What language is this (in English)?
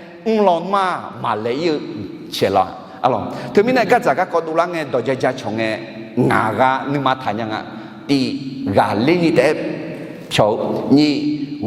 Akha